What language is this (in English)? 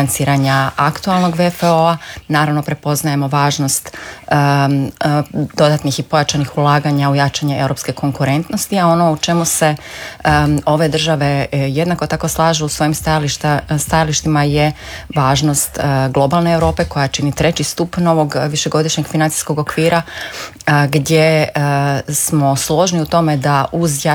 Croatian